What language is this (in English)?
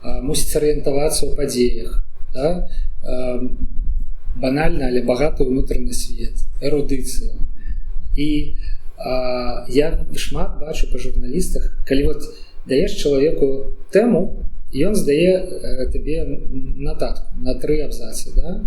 Belarusian